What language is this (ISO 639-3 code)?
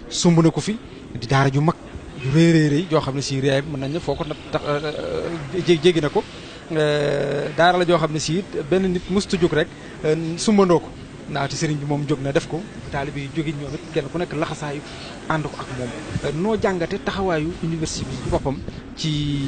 wol